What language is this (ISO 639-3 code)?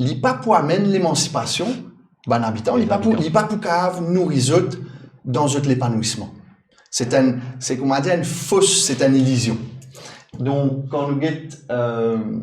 mfe